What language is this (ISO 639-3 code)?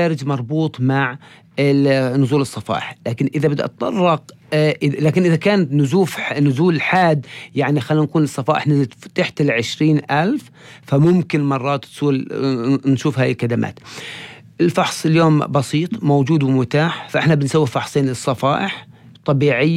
apc